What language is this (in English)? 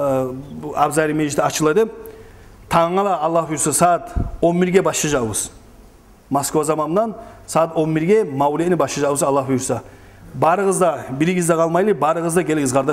Kumyk